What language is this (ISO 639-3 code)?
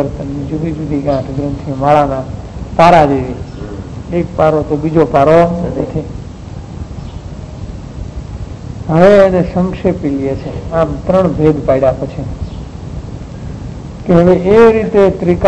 guj